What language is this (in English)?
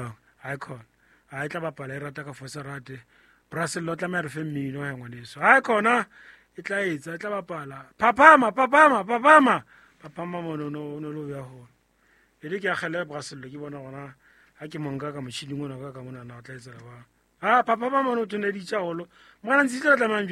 Southern Sotho